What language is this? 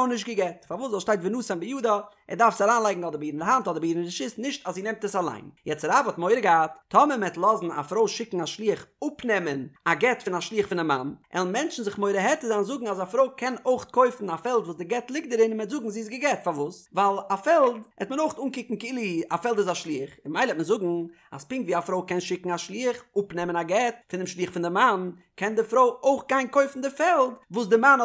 Yiddish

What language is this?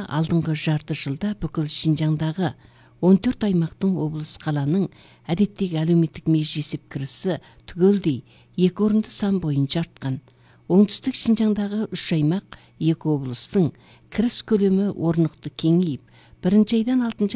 Kazakh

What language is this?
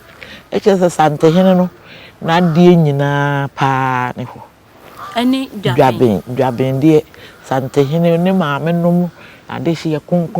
Akan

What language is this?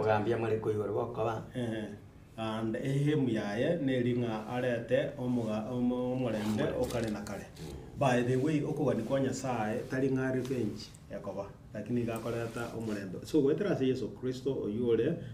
Gusii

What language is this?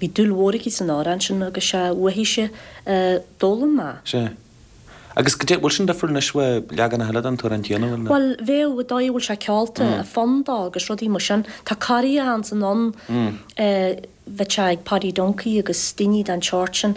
Irish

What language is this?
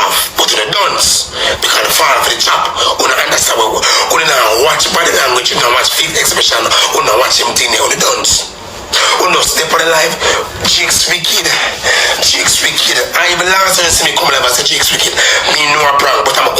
Jamaican Creole English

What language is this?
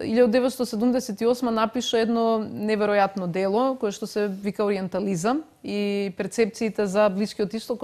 Macedonian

